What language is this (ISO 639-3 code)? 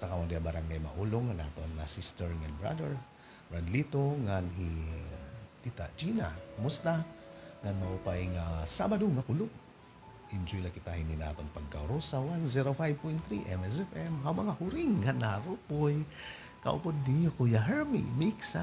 war